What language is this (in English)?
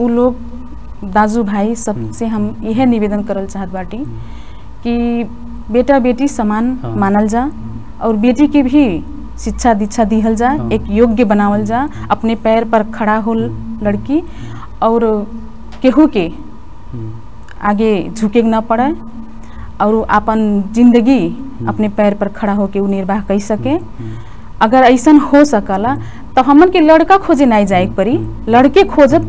Bhojpuri